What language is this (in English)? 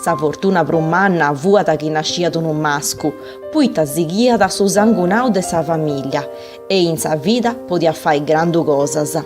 Sardinian